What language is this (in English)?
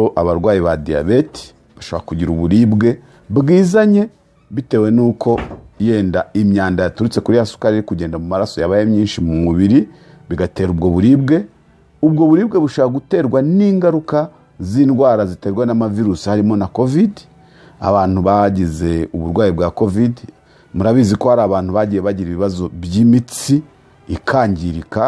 Kinyarwanda